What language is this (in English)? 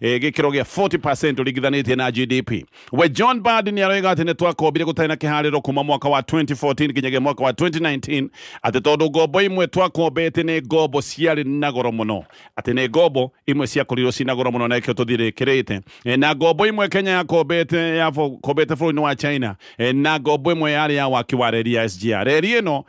Kikuyu